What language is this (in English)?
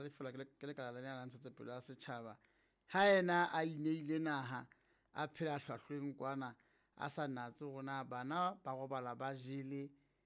Southern Sotho